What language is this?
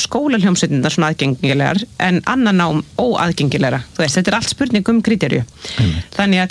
Icelandic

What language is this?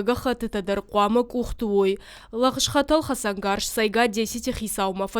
Ossetic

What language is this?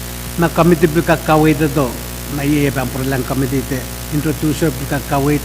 Pohnpeian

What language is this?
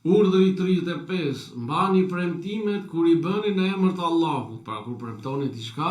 Albanian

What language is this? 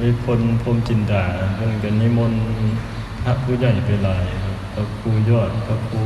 Lao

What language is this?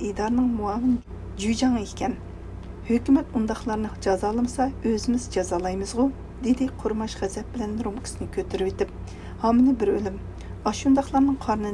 Uyghur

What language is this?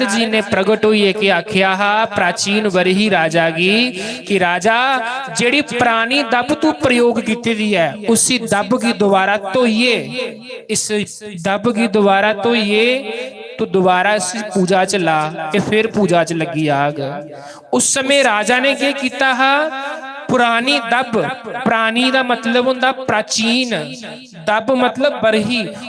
Dogri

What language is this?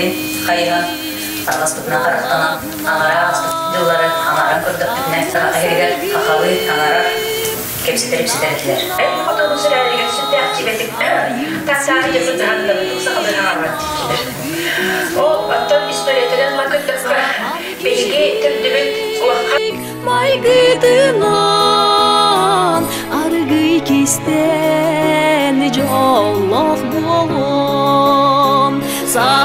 Yakut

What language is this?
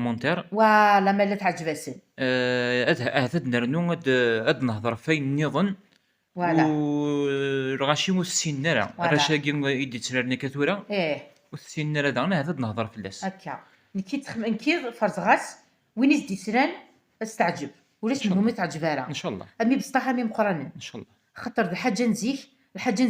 Kabyle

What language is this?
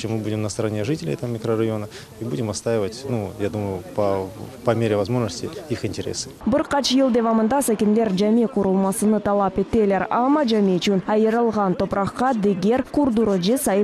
Crimean Tatar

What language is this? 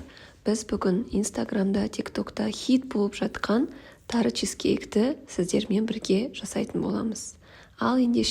Kazakh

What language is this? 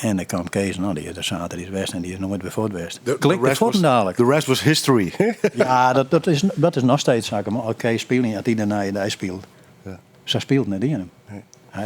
Western Frisian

